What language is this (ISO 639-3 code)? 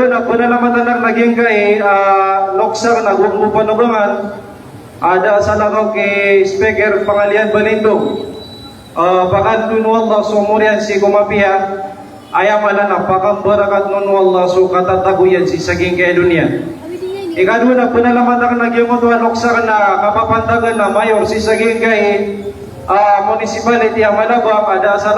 mrw